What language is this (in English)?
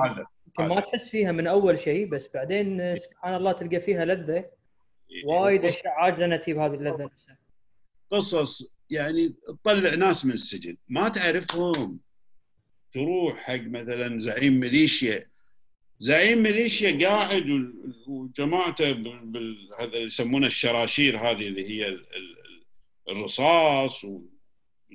Gulf Arabic